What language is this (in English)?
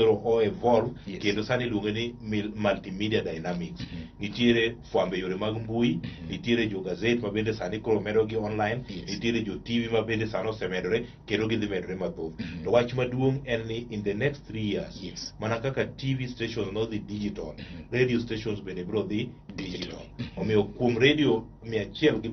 Luo (Kenya and Tanzania)